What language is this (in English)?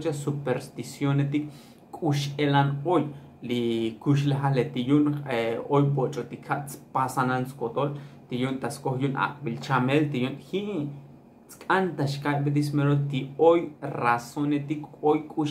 Tzotzil